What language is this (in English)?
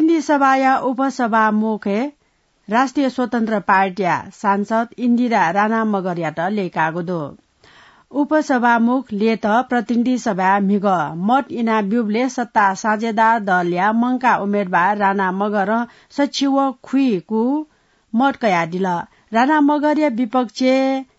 Newari